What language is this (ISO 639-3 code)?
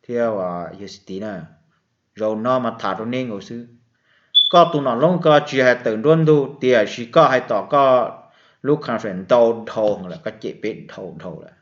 hmn